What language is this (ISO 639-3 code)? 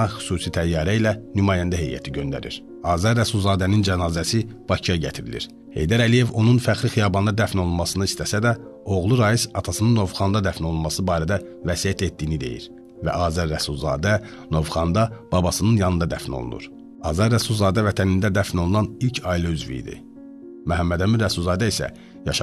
aze